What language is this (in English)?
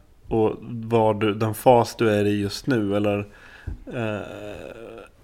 Swedish